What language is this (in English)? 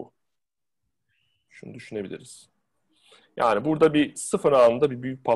Turkish